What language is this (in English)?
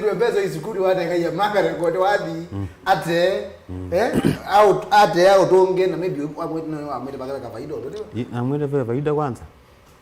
Kamba